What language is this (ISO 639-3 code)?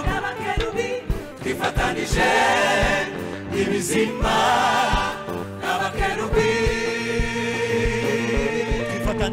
kin